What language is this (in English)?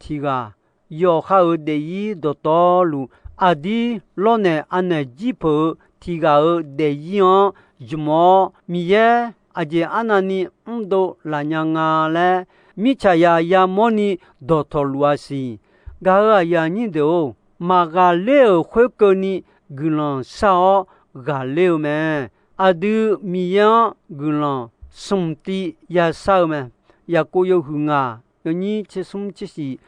Akha